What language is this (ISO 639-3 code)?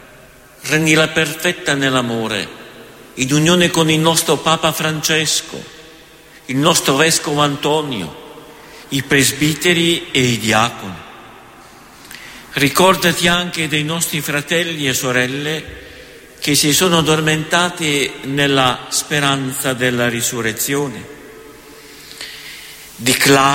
ita